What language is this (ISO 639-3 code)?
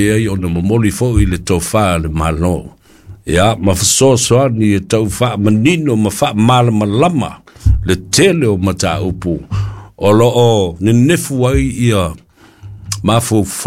smo